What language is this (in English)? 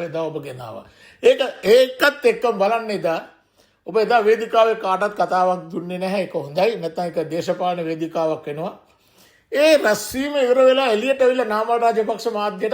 Sinhala